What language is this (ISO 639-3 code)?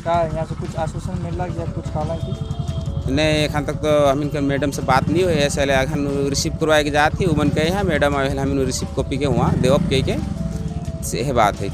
sck